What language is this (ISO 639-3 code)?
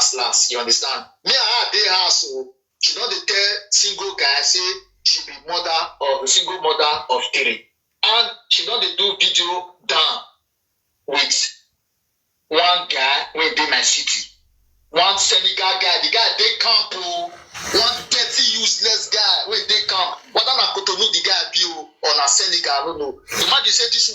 pcm